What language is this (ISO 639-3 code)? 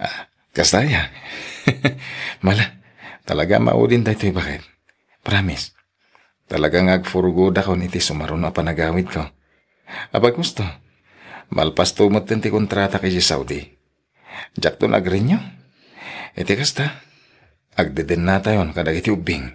ilo